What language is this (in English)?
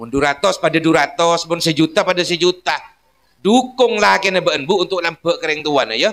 Madurese